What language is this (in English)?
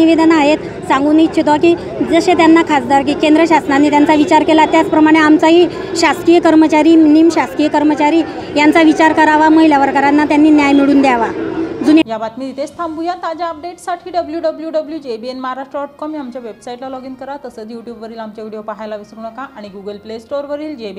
Marathi